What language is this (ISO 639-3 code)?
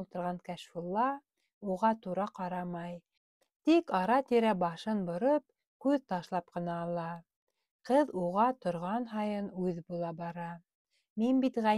bak